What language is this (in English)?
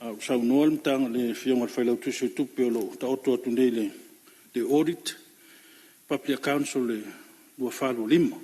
Samoan